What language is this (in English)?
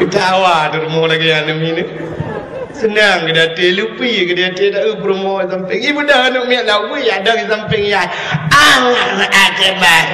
Achinese